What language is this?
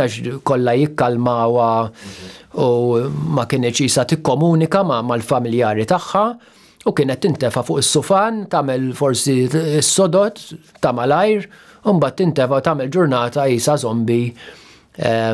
Maltese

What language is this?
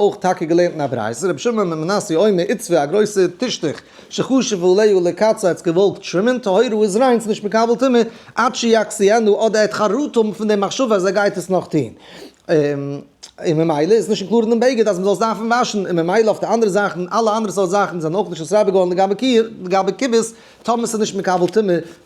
Yiddish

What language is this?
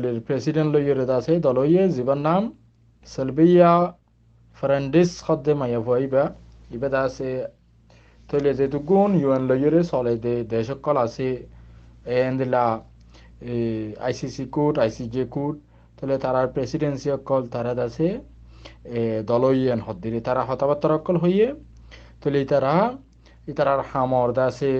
Rohingya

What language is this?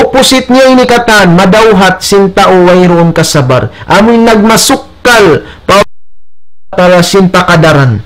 Tausug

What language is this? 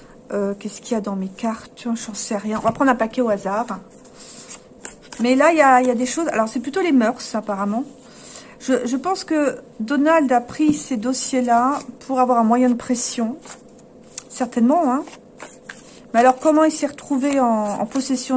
French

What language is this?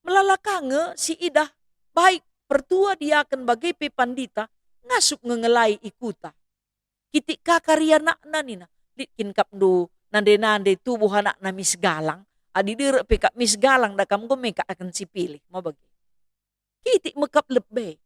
Batak Karo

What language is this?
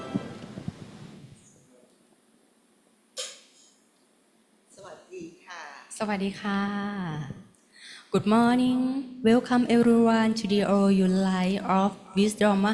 Thai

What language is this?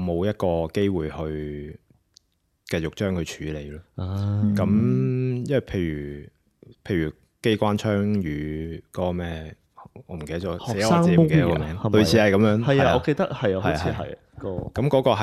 Cantonese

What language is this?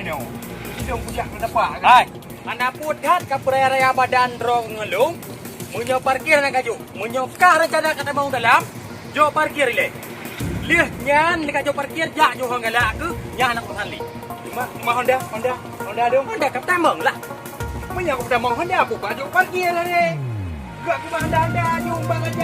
Achinese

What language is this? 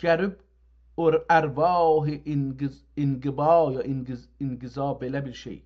South Azerbaijani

